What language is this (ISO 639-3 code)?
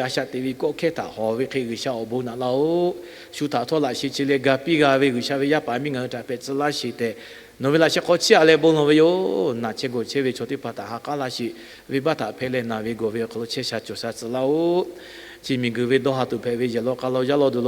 lhu